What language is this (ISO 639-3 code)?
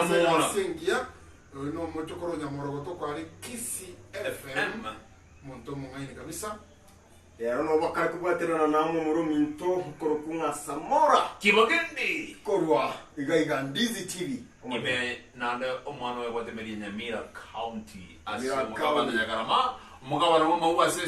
guz